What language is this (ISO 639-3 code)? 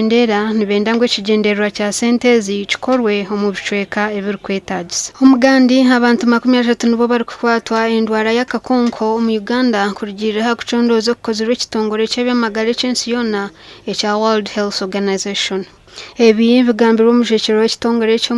nyn